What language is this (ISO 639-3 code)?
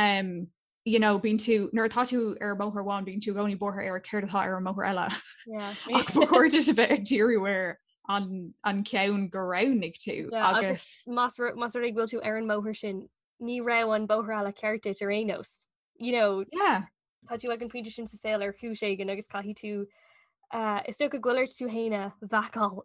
gle